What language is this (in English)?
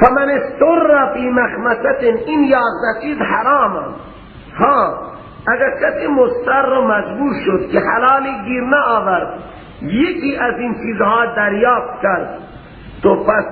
Persian